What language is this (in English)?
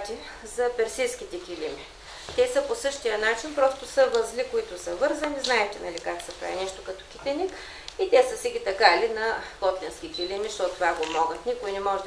Bulgarian